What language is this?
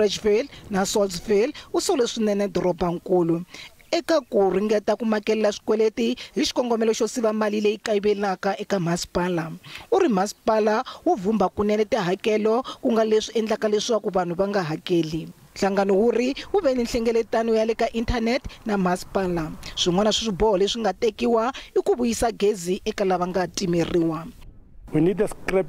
Tsonga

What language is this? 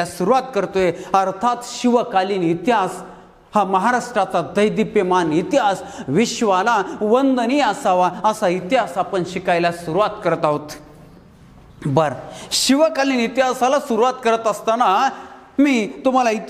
Marathi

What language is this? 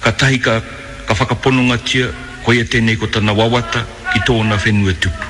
Māori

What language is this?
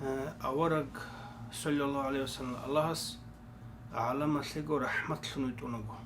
Avaric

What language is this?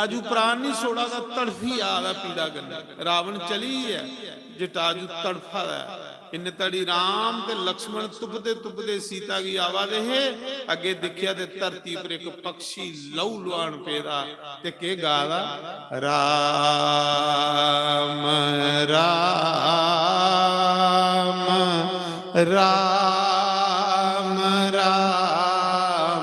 Dogri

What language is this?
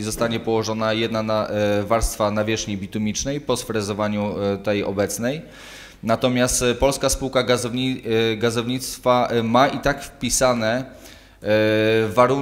Polish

